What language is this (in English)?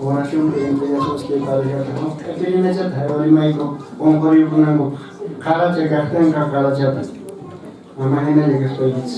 Quechua